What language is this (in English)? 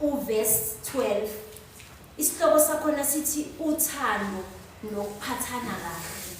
Zulu